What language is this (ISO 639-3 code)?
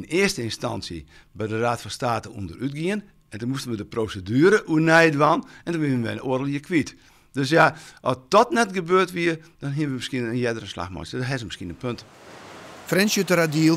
fry